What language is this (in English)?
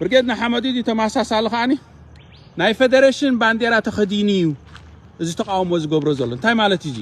Tigrinya